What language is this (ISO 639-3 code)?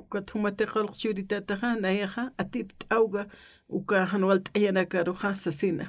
aym